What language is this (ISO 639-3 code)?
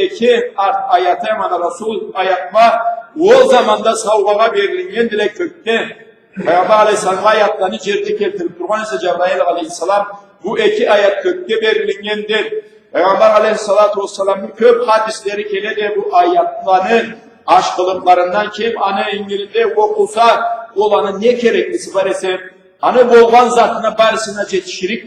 krc